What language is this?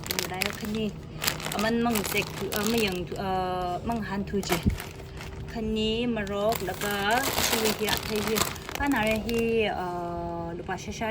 Tangkhul Naga (India)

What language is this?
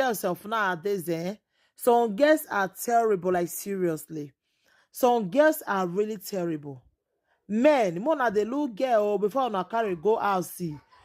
Nigerian Pidgin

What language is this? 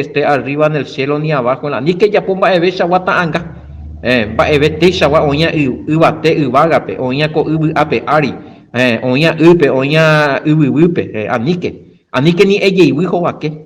Guarani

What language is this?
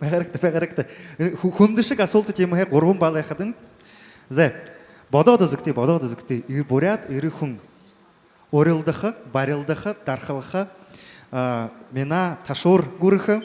Buriat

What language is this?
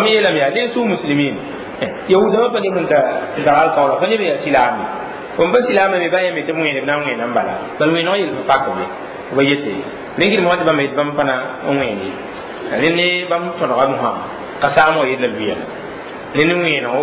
Mossi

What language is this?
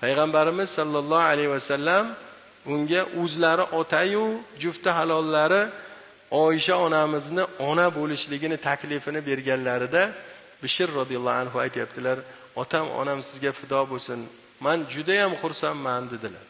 Uzbek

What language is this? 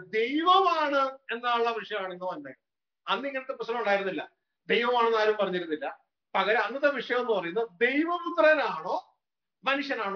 Malayalam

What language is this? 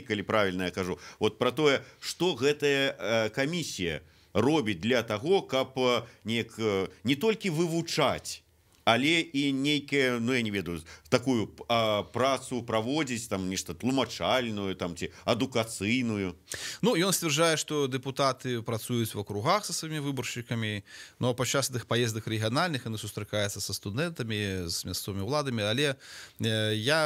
Belarusian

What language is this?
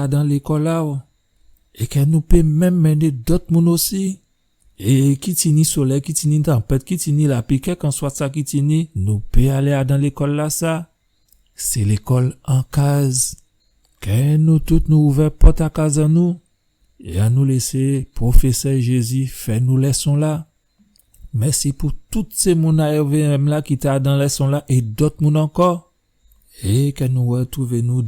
Guadeloupean Creole French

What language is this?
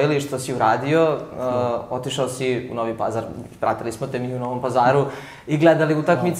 Serbian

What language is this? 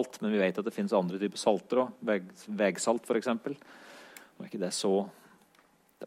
Norwegian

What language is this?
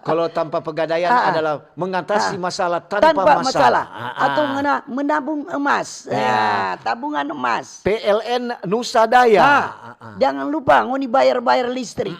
Manado Malay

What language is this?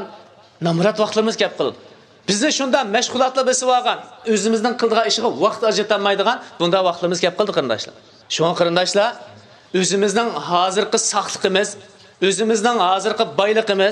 Uyghur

